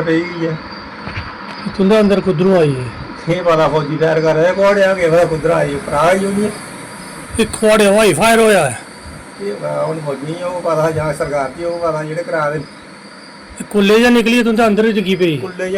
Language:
Dogri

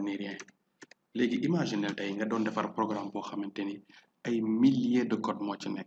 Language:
Wolof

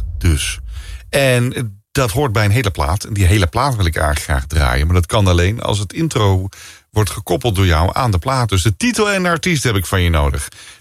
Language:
Dutch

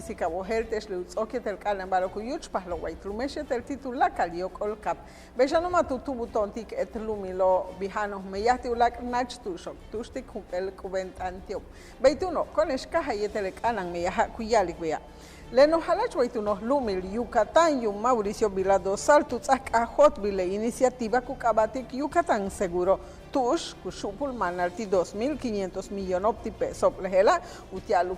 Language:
Yucateco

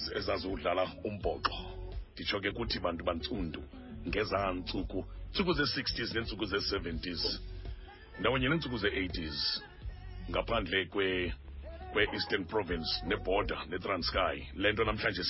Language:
Xhosa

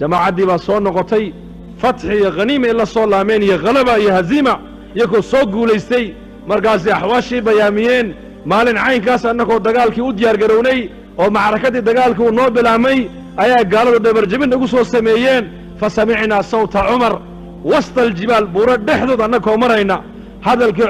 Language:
Somali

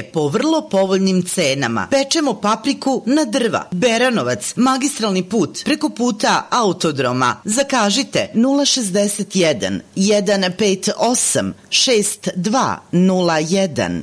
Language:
Serbian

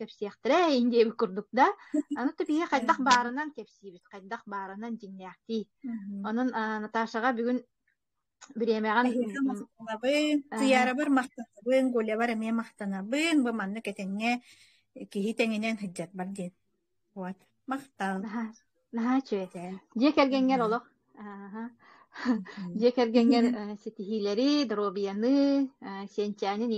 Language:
Yakut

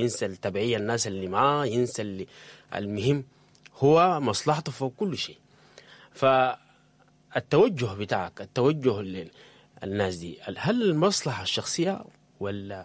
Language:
Sudanese Arabic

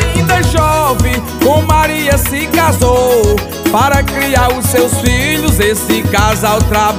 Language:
Portuguese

